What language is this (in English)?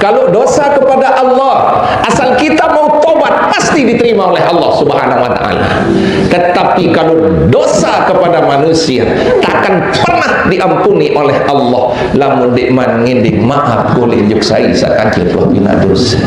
Sasak